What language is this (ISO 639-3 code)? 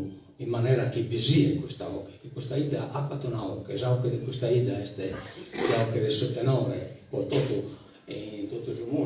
srd